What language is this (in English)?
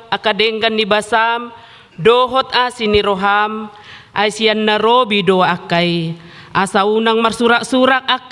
Batak Toba